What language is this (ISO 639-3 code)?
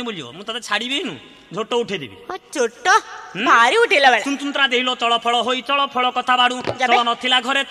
ori